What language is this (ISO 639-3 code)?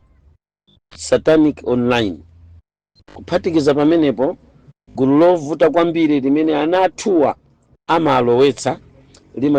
nya